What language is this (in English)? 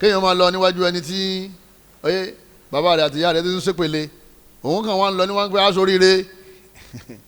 Yoruba